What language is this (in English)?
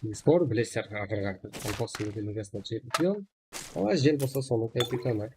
Kara-Kalpak